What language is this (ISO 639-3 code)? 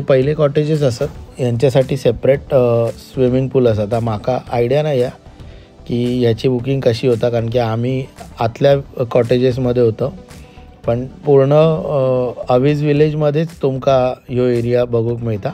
kok